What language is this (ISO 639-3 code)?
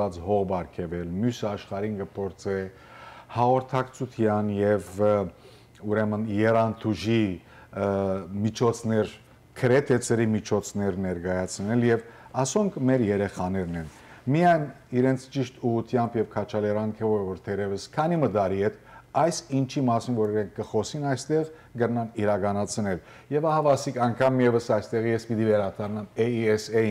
hyw